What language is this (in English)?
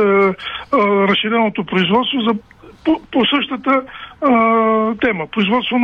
Bulgarian